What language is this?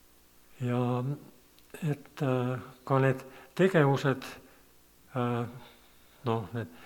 Estonian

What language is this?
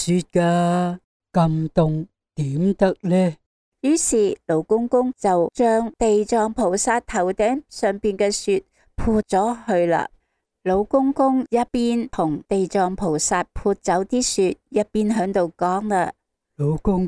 Cantonese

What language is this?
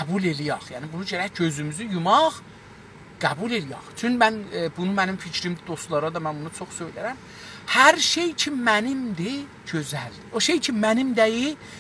South Azerbaijani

